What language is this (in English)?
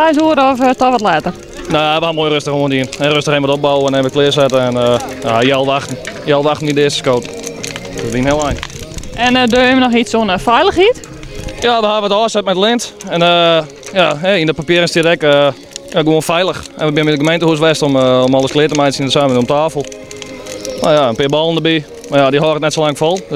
Western Frisian